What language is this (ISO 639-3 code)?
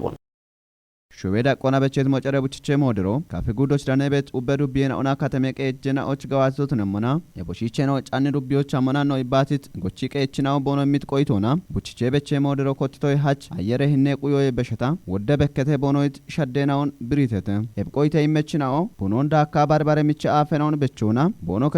kbr